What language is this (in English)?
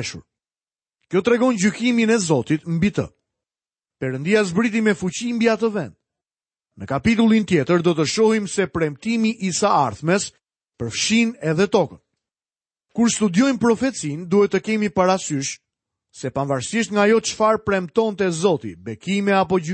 Albanian